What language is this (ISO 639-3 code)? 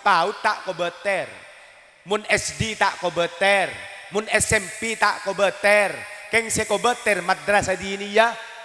mad